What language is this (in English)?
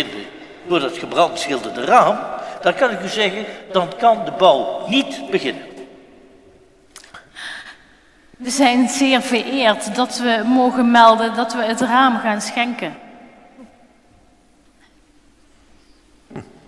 Dutch